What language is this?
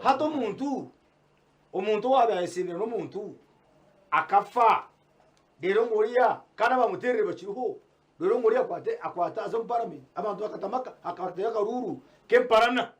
Nyankole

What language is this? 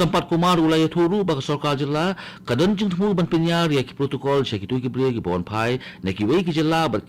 Khasi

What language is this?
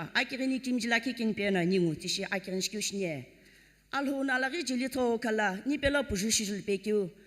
Sumi Naga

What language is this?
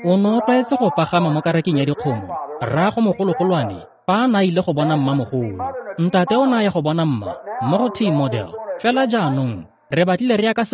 Tswana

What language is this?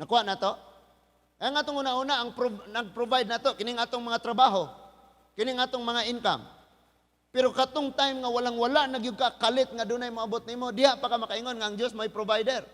Cebuano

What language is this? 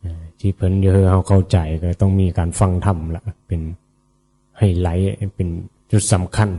Northeastern Thai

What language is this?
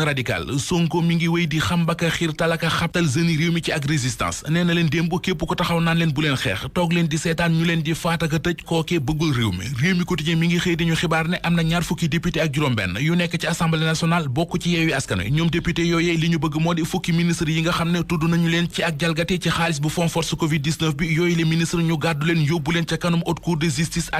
Wolof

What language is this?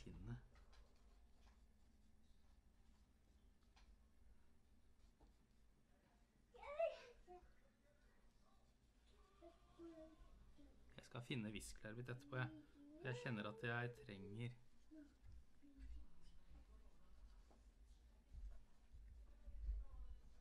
Norwegian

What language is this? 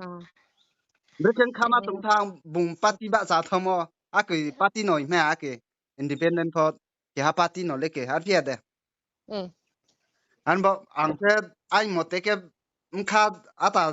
Riang (India)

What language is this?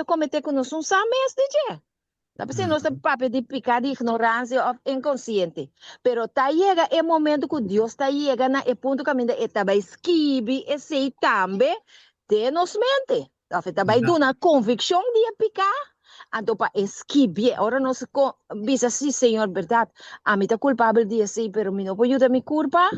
Papiamento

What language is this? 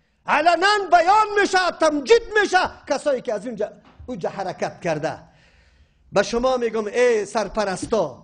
Persian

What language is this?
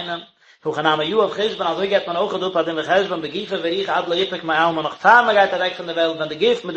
Yiddish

